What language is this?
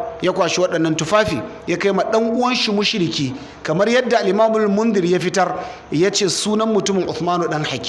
Hausa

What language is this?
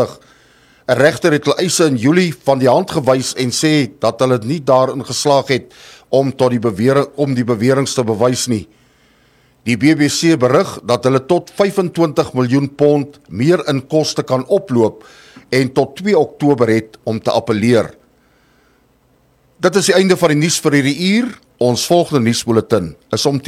Afrikaans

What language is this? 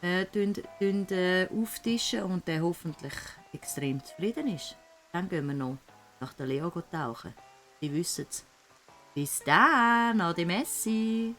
Swiss German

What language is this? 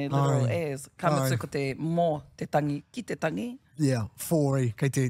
Māori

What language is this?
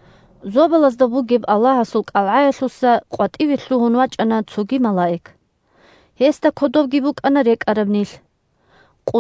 Avaric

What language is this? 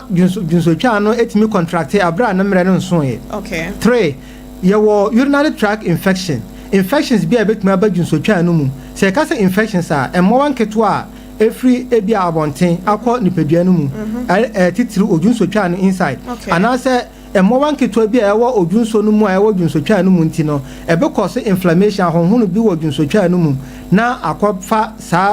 Akan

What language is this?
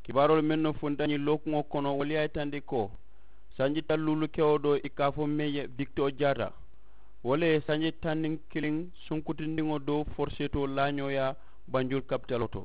Mandingo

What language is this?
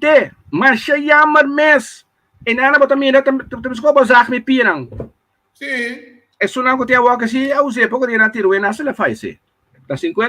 Papiamento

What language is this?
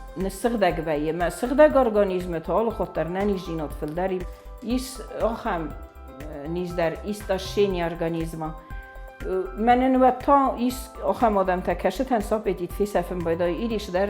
Ossetic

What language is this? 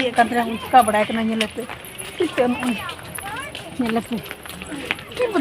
Santali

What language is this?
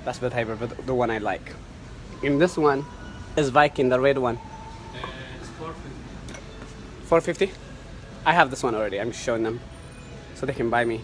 Tigrinya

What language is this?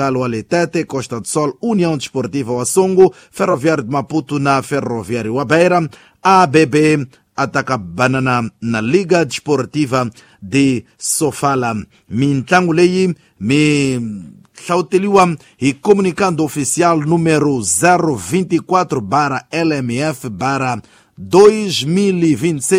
Tsonga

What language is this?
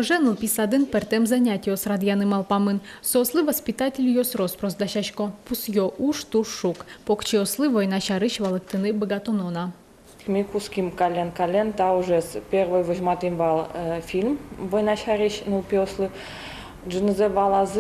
Udmurt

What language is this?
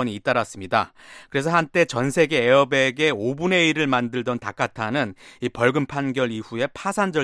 Korean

